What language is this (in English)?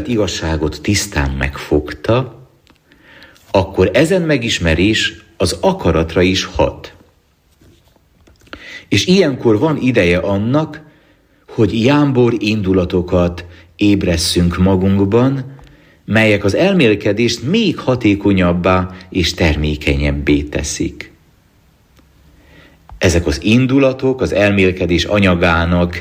Hungarian